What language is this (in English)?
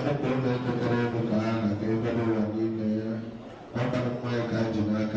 Igbo